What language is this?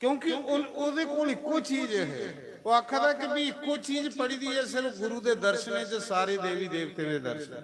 Dogri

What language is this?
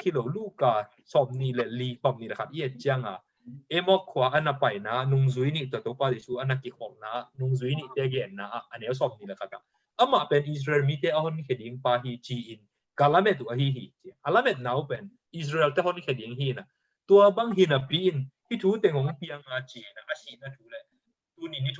Tedim Chin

